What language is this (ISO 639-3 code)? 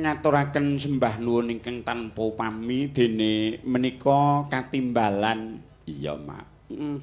jav